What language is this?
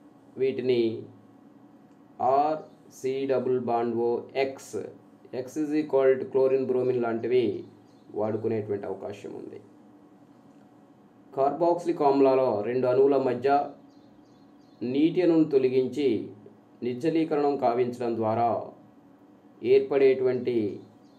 Telugu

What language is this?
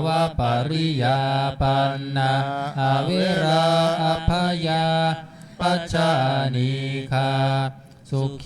Pali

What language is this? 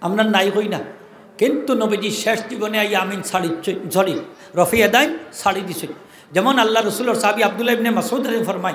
Sylheti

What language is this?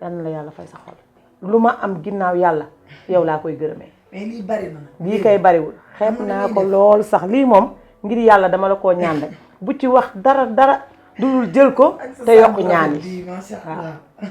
Wolof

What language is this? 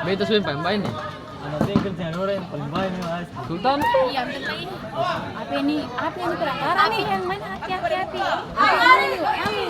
Ambonese Malay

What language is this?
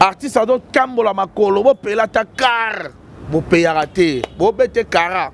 Lingala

